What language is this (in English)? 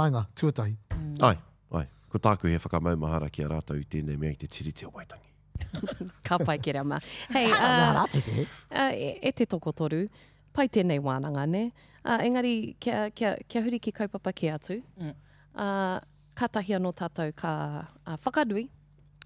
Māori